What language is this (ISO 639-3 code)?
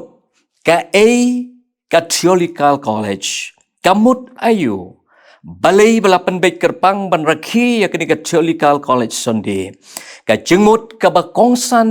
kha